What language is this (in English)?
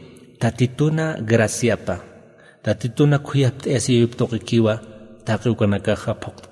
Aymara